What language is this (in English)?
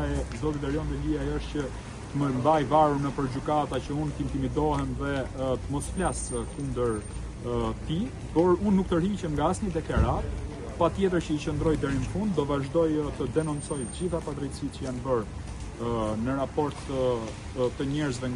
Albanian